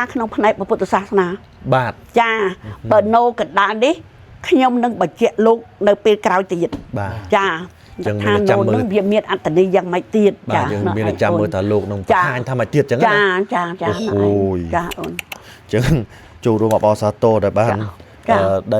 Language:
Khmer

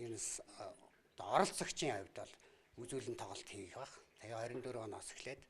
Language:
Mongolian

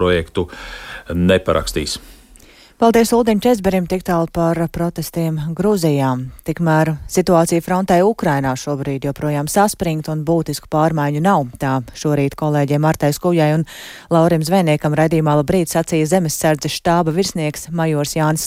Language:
Latvian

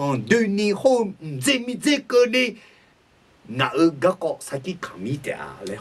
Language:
Akha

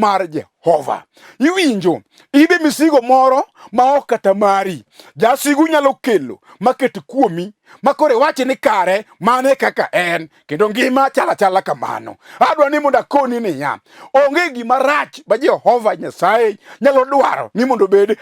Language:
Luo (Kenya and Tanzania)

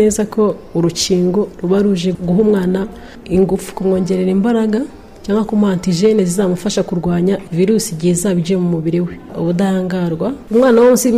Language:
Kinyarwanda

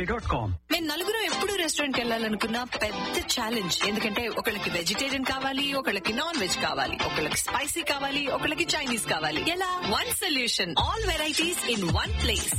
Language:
Telugu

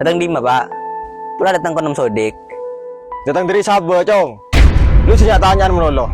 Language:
Madurese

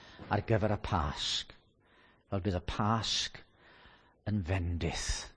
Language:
Welsh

